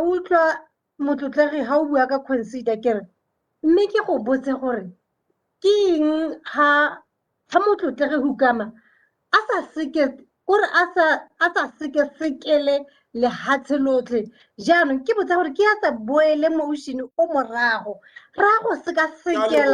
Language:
Tswana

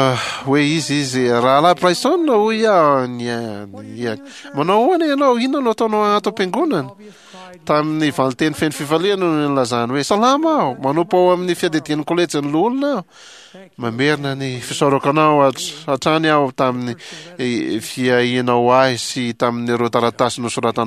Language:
Malagasy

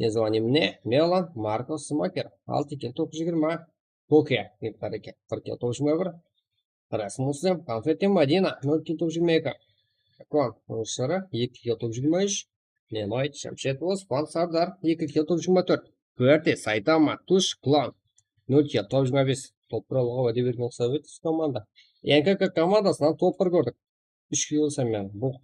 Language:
Kara-Kalpak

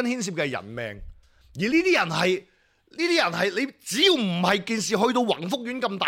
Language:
Cantonese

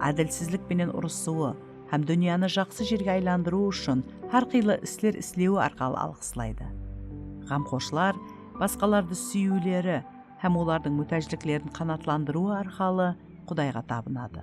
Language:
Kara-Kalpak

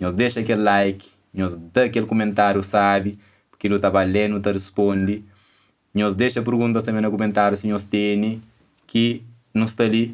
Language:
Kabuverdianu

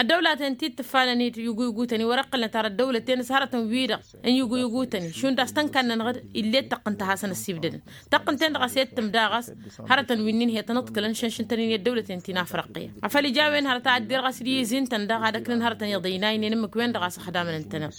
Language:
Tamasheq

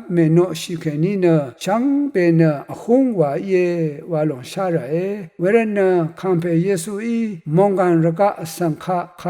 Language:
Rawang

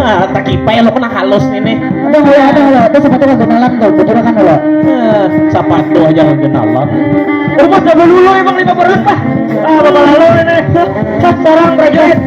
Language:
Banjar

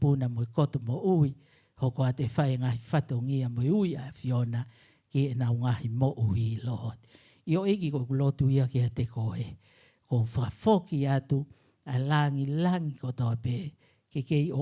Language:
Tongan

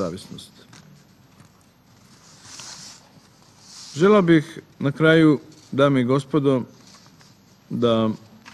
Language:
Serbian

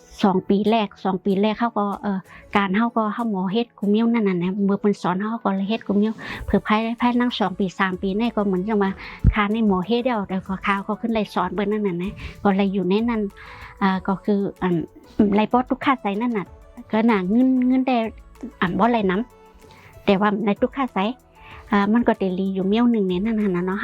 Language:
Shan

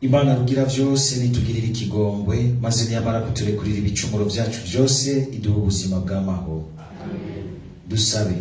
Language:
Rundi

